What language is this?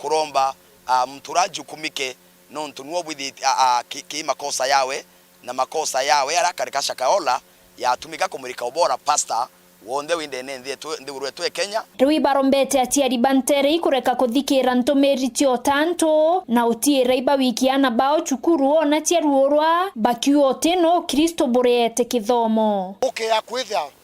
Meru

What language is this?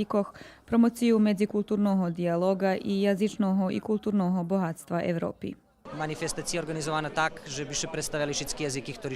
Rusyn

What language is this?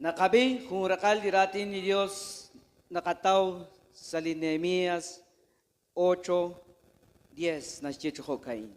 Kekchí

